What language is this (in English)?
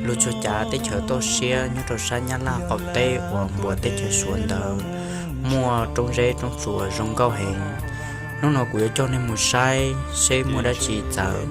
Hmong